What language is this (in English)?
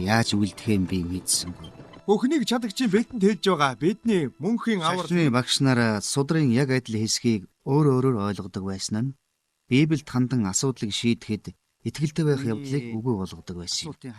Mongolian